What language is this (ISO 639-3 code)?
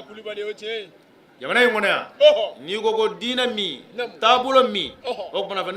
bam